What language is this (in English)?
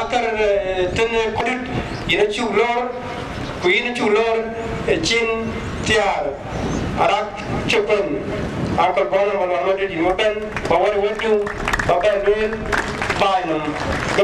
Dinka